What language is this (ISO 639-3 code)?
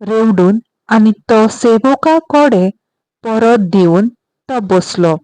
kok